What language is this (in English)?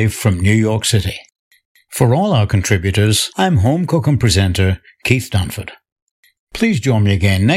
English